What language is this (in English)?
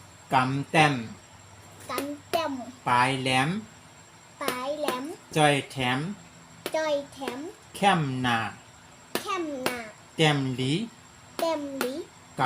Shan